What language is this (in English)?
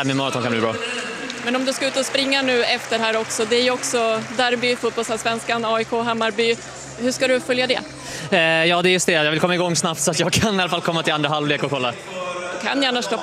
Swedish